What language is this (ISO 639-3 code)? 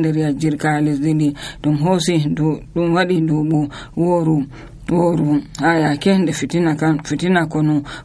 fuv